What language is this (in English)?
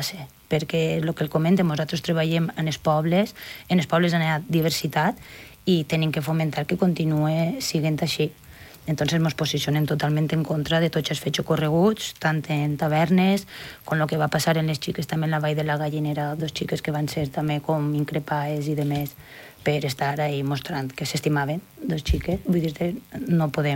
Catalan